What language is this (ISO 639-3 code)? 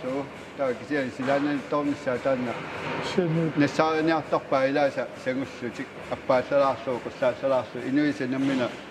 kal